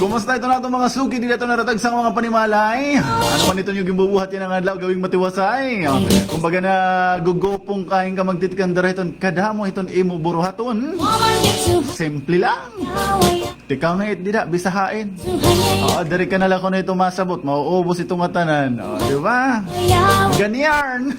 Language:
Waray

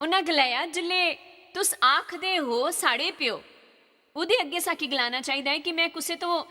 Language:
Dogri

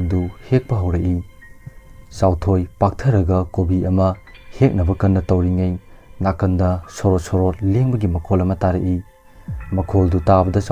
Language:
Manipuri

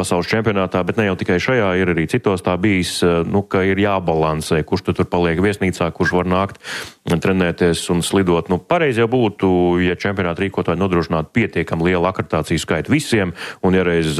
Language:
Latvian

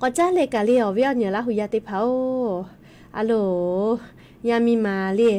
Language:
Lahu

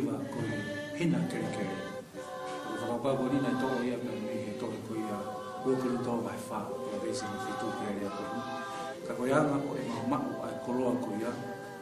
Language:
Tongan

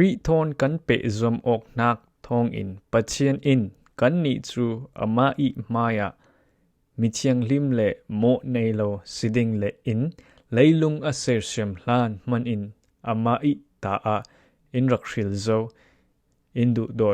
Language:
Falam Chin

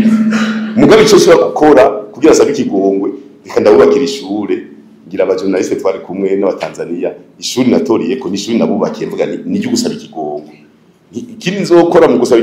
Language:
Rundi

